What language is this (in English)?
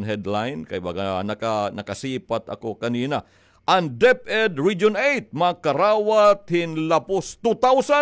Waray